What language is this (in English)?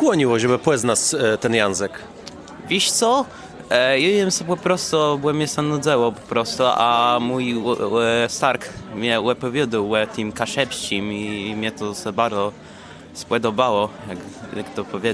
Kashubian